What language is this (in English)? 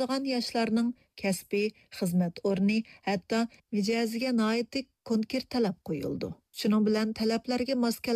Uyghur